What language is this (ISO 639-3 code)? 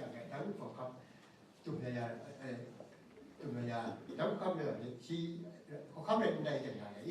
kac